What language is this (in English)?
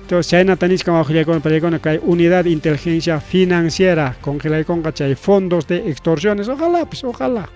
Ayacucho Quechua